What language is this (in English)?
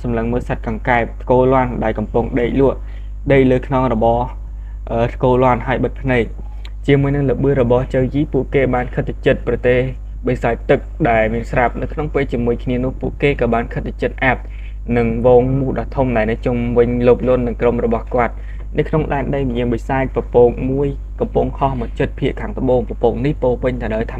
Khmer